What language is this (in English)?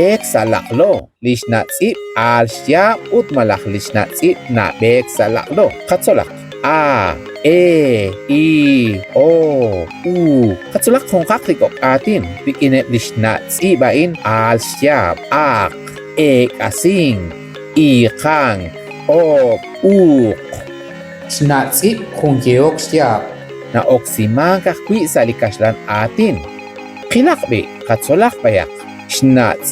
Kekchí